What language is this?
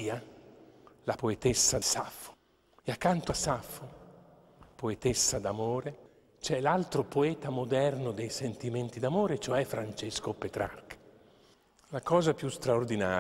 Italian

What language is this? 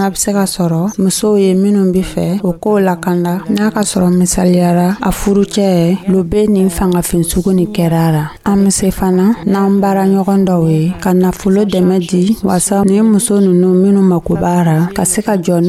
Dyula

